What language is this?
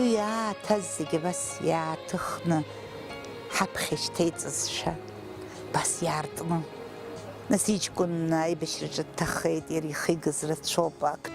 Abkhazian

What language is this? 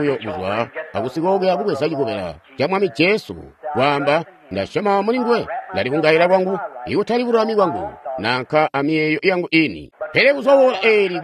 Tonga (Zambia)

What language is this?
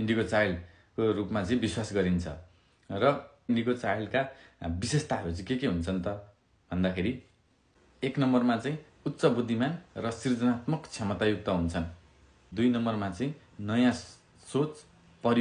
Nepali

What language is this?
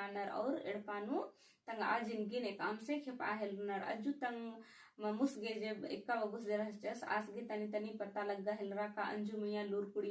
Kurukh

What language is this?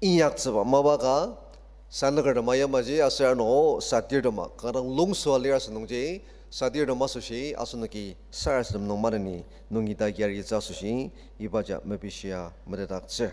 Ao Naga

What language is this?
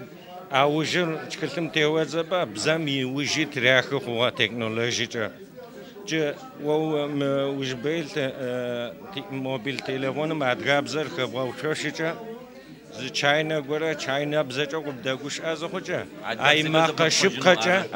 Adyghe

